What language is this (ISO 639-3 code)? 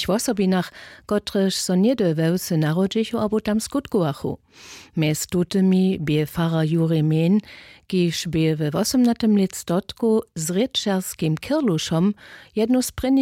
hsb